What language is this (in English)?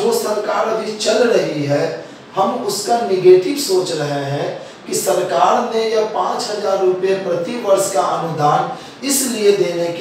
Hindi